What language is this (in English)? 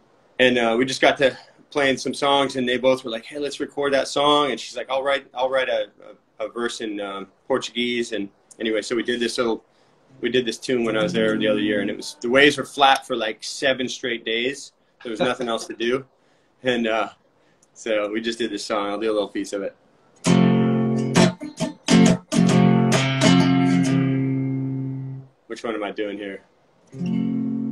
English